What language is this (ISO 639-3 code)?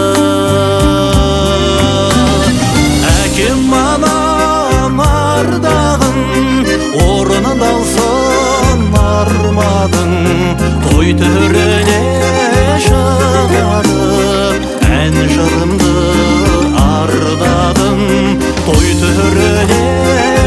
kaz